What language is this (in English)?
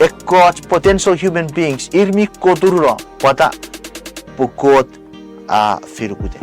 Chuukese